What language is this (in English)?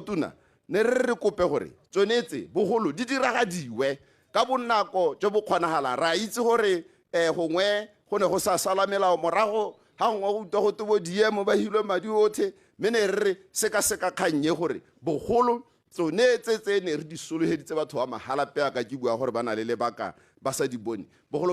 Tswana